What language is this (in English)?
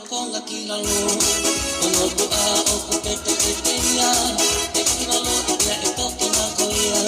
Tongan